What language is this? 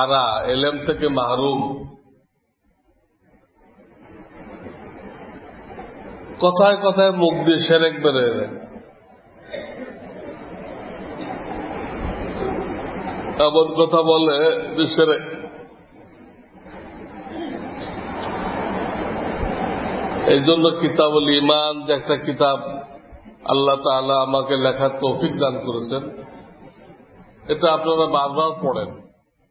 Bangla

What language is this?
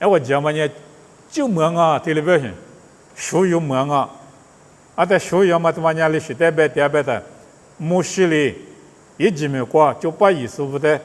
Lisu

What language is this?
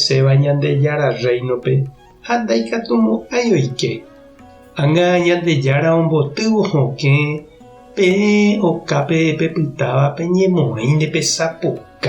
Guarani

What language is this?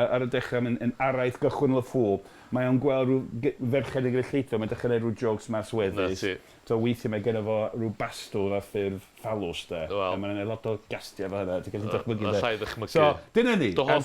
Welsh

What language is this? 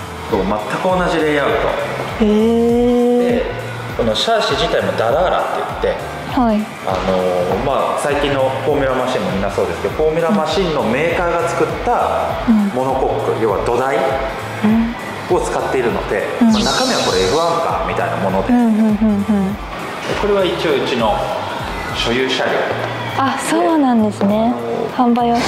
Japanese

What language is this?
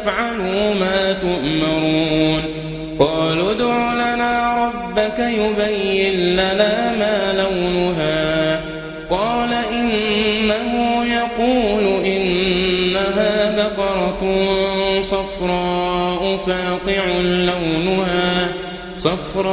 Arabic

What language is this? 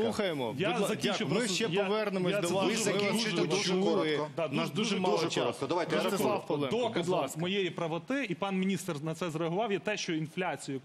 Ukrainian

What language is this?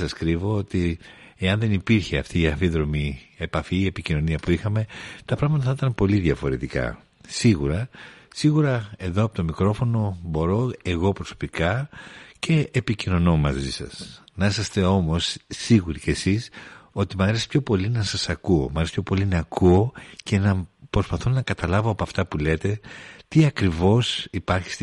Greek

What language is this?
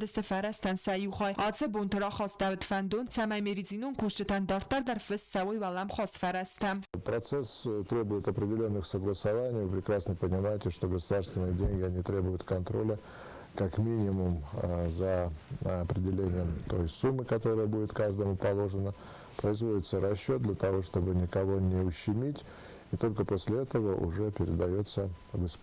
Ossetic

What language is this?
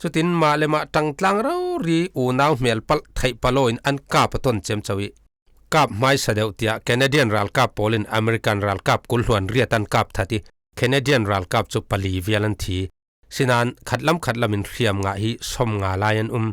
Falam Chin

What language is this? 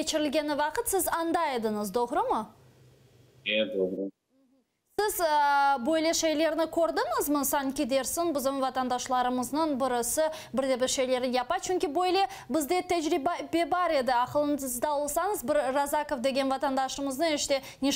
Crimean Tatar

